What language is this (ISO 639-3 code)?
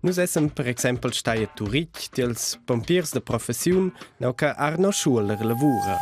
roh